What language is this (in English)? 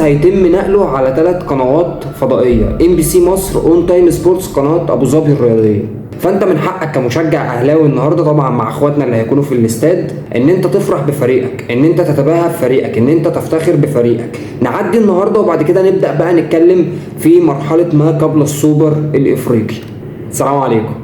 Egyptian Arabic